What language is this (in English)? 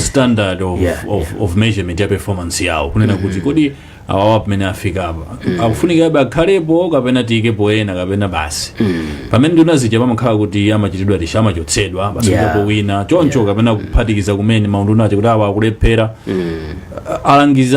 Nyanja